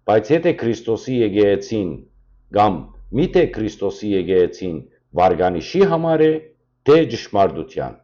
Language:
Western Armenian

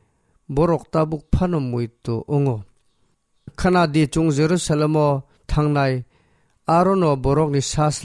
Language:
Kok Borok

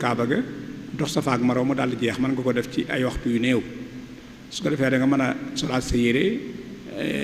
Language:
Wolof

